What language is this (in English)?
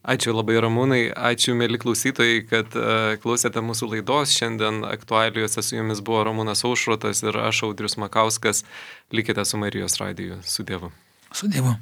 Lithuanian